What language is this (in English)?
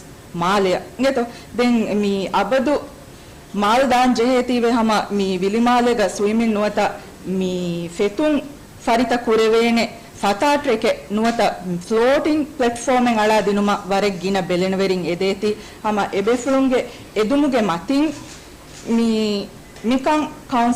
Divehi